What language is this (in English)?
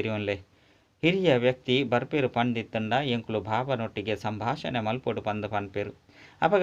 Tulu